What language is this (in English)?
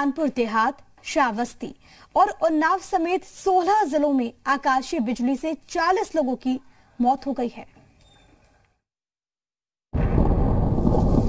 Hindi